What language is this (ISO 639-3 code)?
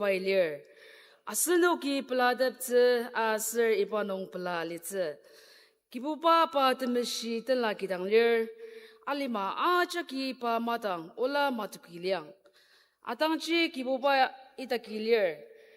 njo